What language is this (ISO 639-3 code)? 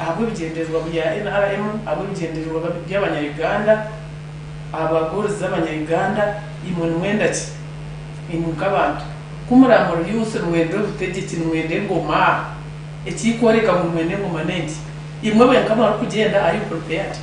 nyn